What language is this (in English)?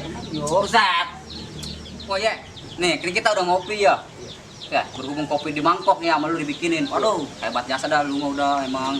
Betawi